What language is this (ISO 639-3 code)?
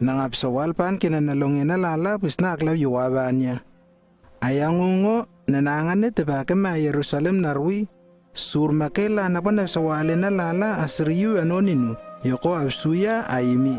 lww